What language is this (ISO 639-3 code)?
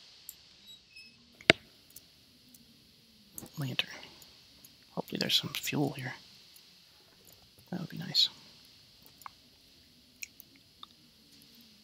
eng